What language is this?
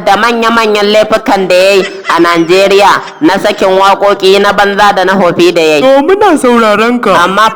Hausa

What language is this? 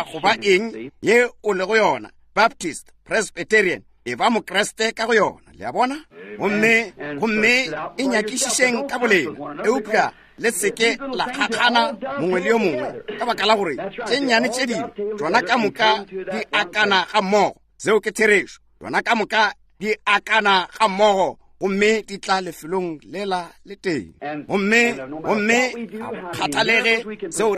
Northern Sotho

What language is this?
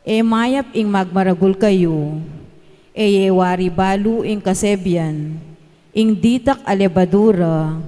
Pampanga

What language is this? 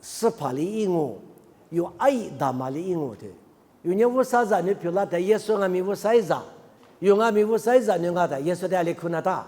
Lisu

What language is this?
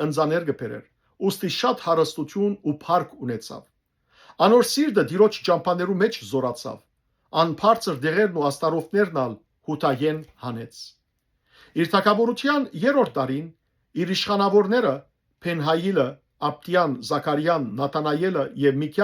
Western Armenian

